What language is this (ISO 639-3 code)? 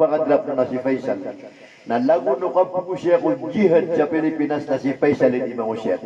mrw